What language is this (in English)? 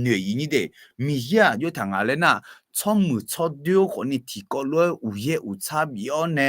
Akha